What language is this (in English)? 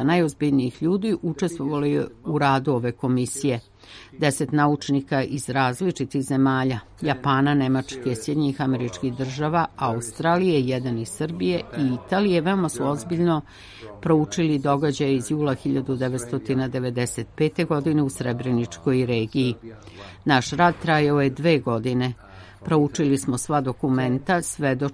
Serbian